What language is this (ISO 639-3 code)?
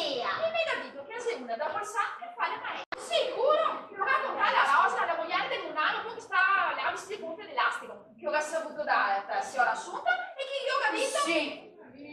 vec